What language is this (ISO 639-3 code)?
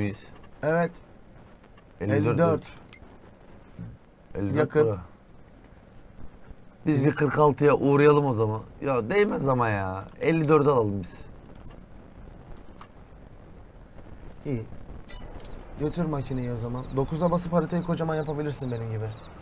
tur